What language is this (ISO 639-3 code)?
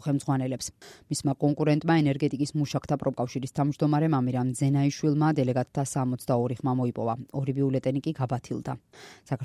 kat